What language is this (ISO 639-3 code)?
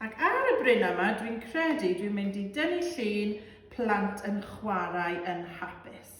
cym